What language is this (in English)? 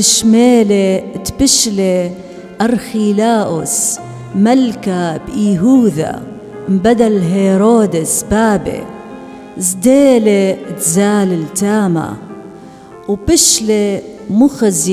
Assyrian Neo-Aramaic